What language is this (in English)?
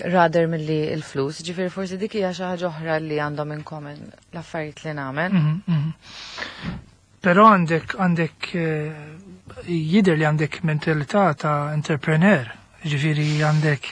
Maltese